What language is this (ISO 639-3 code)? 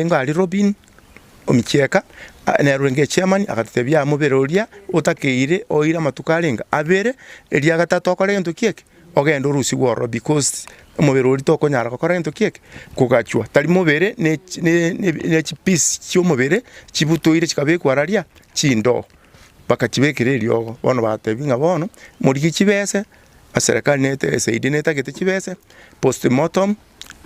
guz